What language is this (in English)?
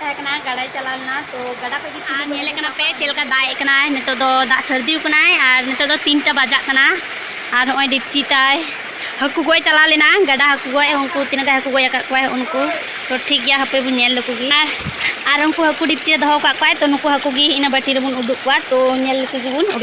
Santali